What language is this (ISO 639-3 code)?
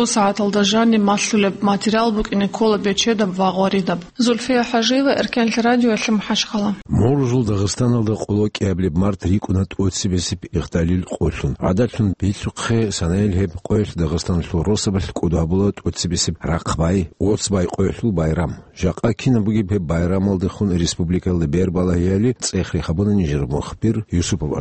ava